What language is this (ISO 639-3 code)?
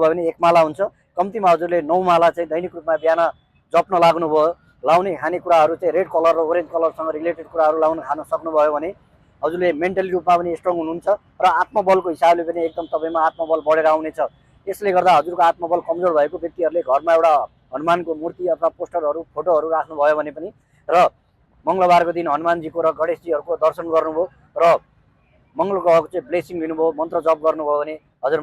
nep